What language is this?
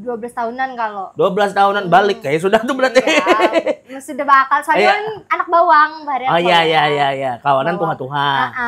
Banjar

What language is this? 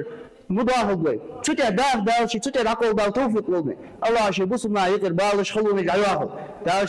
Ingush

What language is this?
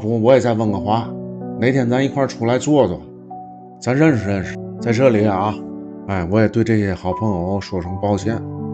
Chinese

